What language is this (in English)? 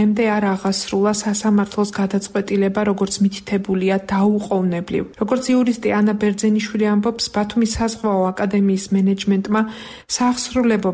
Georgian